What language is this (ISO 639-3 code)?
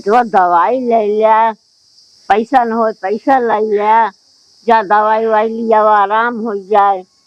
awa